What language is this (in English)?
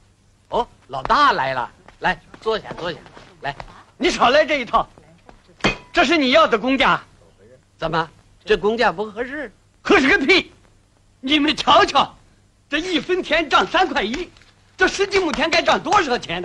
Chinese